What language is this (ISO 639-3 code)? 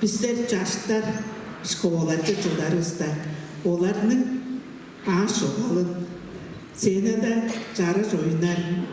tyv